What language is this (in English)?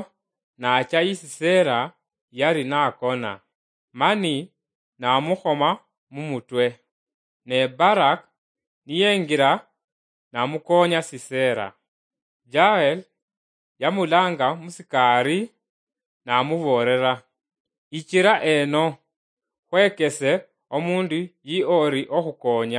Luyia